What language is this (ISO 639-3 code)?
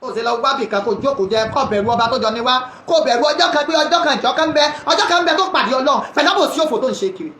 yor